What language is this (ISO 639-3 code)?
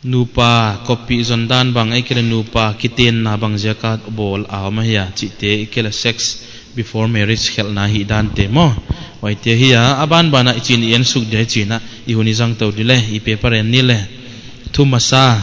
pck